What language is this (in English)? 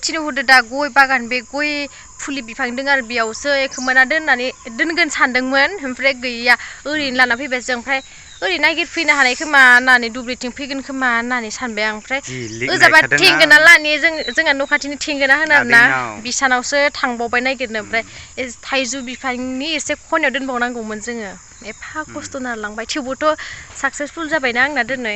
Bodo